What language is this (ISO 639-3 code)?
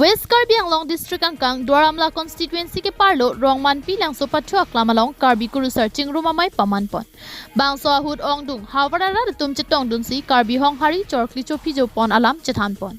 mjw